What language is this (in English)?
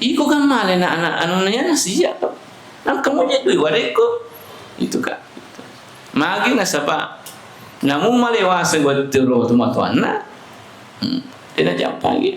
Buginese